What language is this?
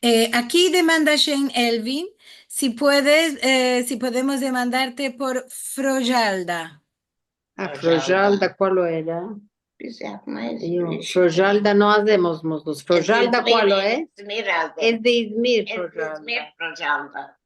Ladino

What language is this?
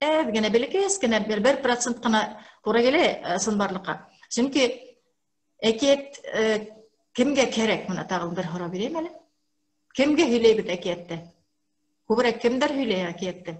Bashkir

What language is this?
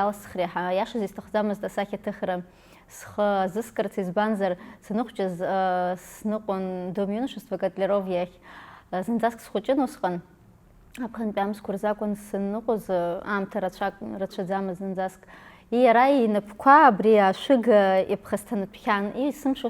Abkhazian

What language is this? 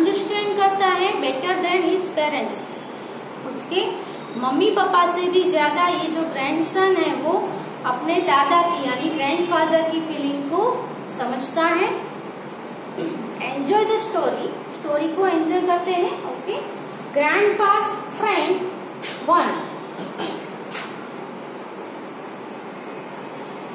Hindi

